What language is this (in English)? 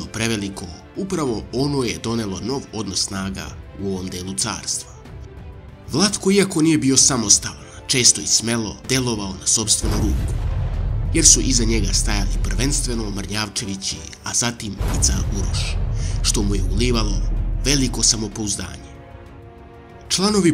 Serbian